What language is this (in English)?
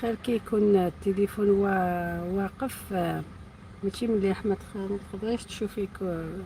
Algerian Arabic